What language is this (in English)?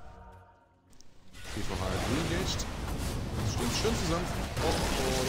German